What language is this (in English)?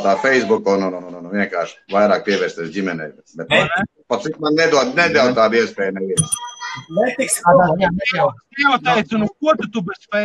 Latvian